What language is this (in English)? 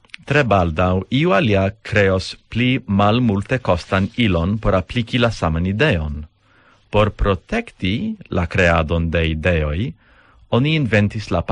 Esperanto